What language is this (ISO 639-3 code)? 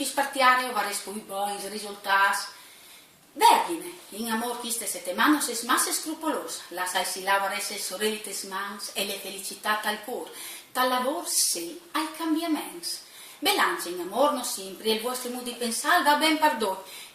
fur